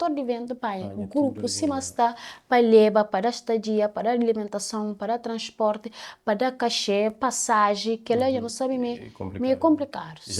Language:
Kabuverdianu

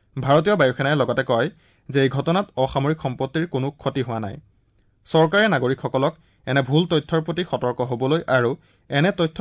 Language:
Assamese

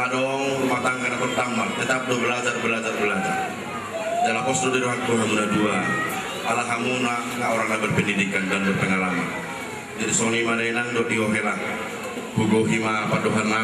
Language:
Batak Toba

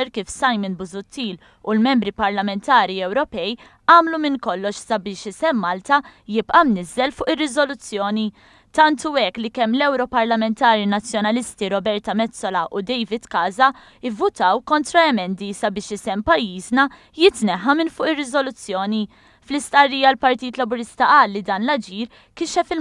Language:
Maltese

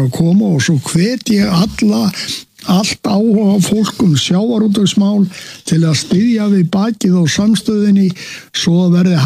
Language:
Icelandic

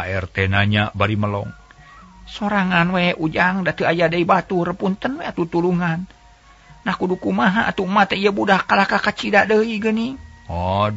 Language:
Sundanese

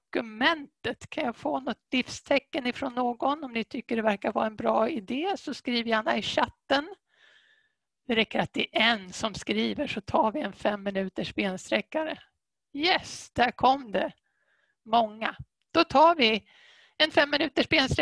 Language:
Swedish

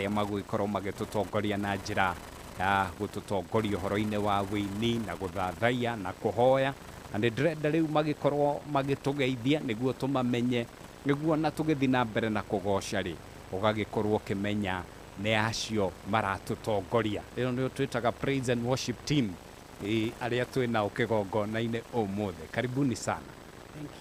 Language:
Kikuyu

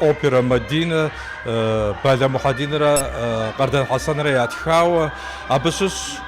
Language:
Kabardian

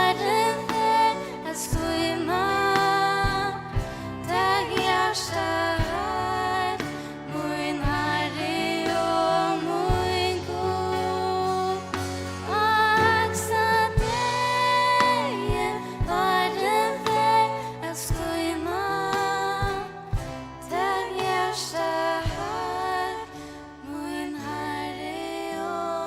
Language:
Faroese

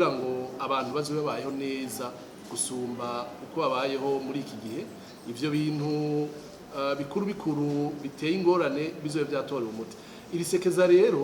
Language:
Rundi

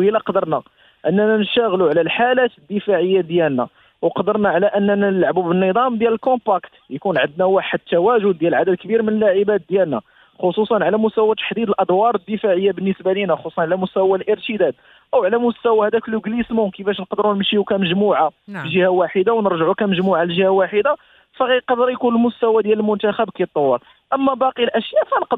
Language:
Moroccan Arabic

